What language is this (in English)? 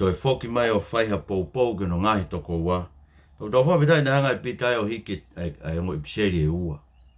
Tongan